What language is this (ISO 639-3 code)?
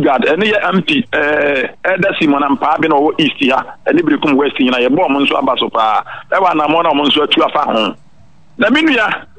aka